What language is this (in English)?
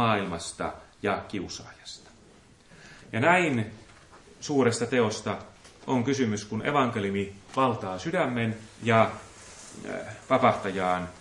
Finnish